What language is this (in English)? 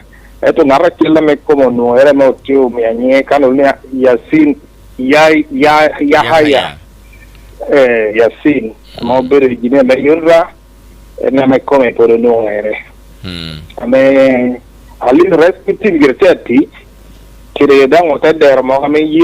Acoli